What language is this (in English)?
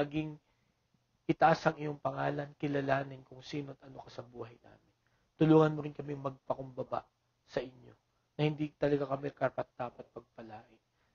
Filipino